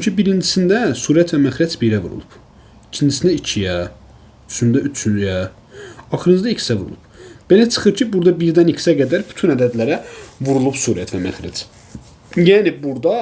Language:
Azerbaijani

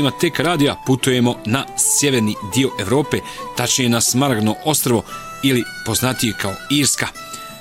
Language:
Bosnian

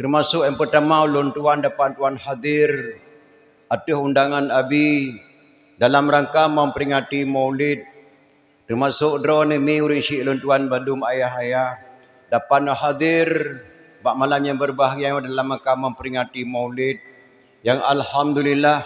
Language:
Achinese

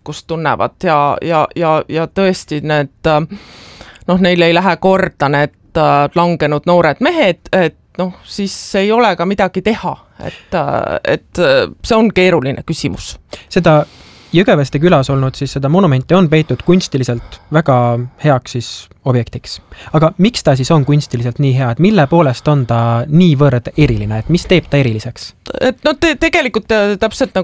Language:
Estonian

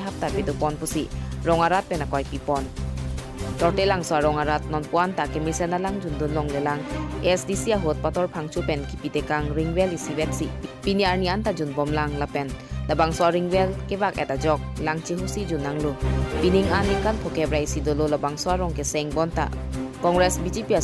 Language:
Karbi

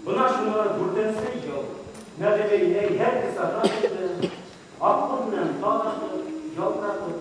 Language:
Bashkir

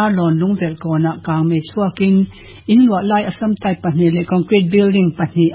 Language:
Mizo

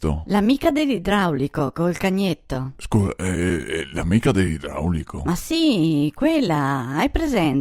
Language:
Venetian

